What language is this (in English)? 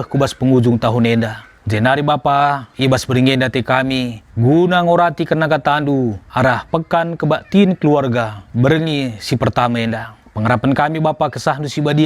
Batak Karo